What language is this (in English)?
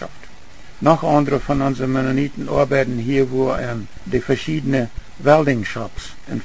Plautdietsch